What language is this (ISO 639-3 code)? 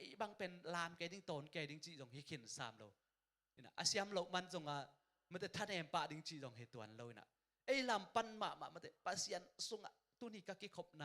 ctd